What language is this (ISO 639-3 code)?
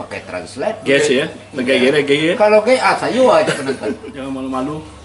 min